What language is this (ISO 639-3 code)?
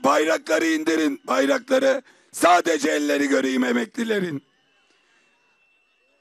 tur